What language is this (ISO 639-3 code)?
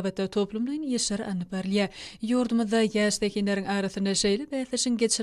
tuk